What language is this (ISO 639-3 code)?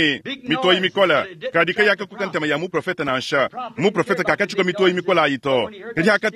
lua